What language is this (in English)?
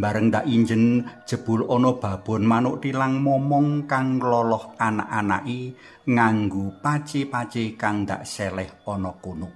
Javanese